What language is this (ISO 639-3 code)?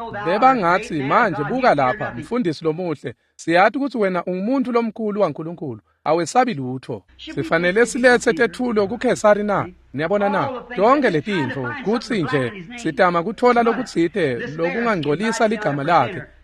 ssw